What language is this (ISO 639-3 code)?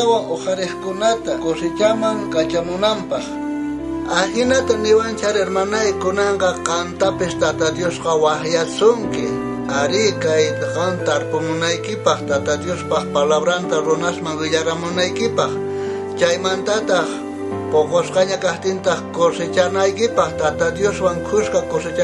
quh